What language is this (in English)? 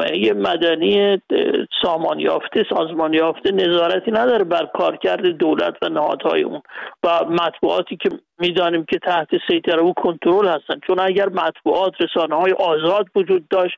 Persian